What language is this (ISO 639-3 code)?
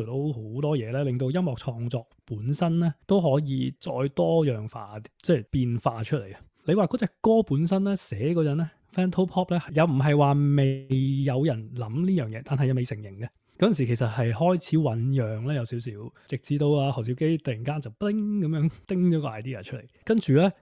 yue